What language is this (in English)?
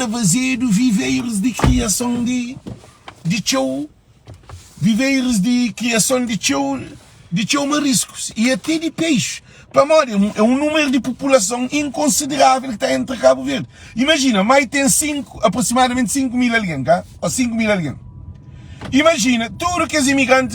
Kabuverdianu